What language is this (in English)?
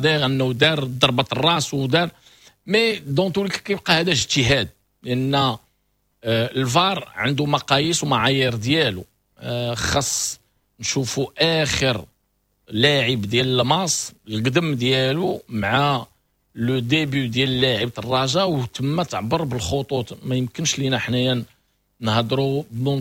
Moroccan Arabic